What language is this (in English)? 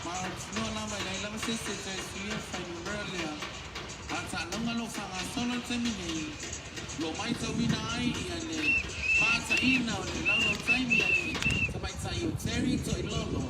Samoan